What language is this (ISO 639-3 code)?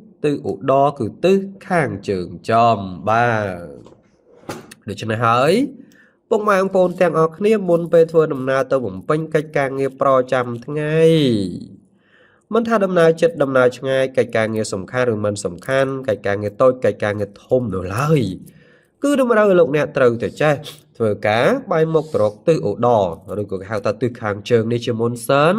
khm